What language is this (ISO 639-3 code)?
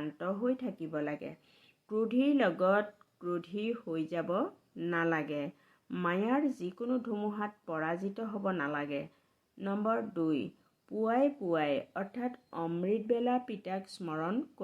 asm